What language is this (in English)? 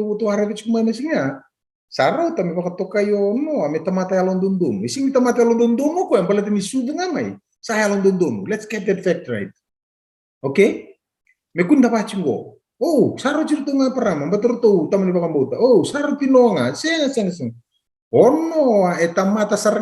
Fijian